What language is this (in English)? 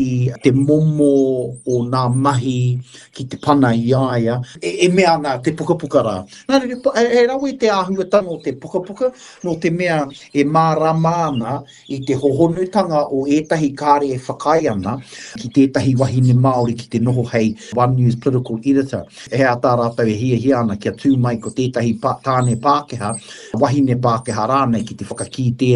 Māori